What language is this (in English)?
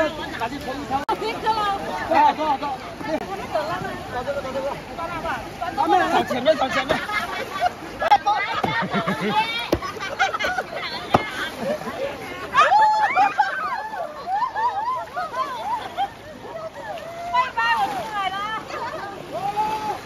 Chinese